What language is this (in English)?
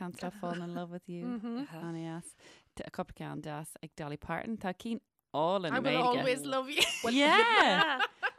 Irish